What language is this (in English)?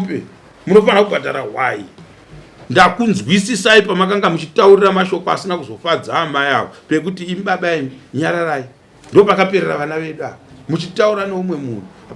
Shona